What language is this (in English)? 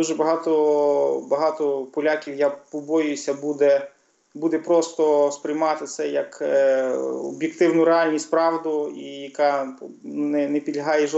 Ukrainian